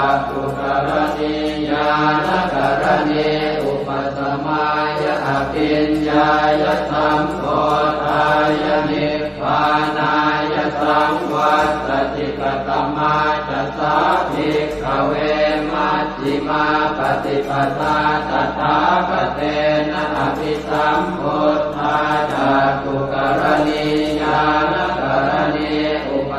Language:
Pali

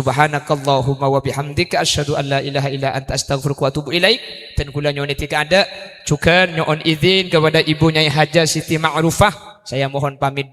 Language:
Madurese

